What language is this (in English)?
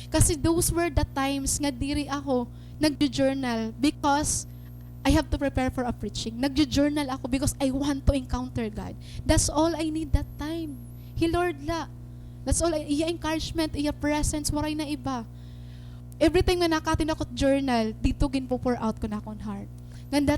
Waray